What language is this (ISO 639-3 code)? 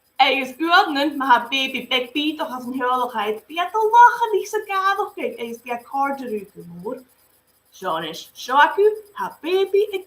gla